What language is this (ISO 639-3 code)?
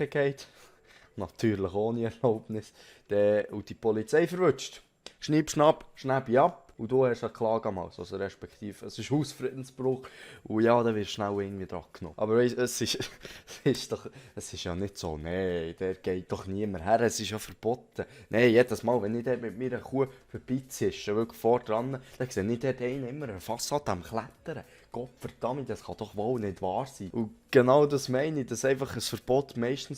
gsw